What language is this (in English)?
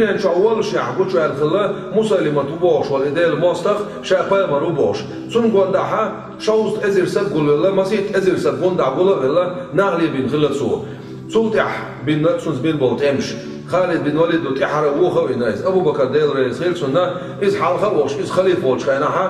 Chechen